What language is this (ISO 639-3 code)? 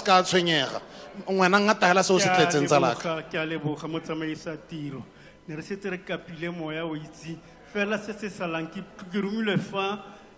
tsn